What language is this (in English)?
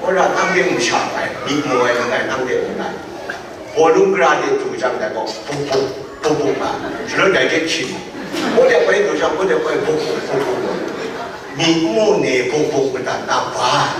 Kachin